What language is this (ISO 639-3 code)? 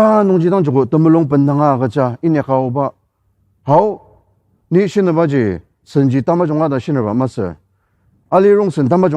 njo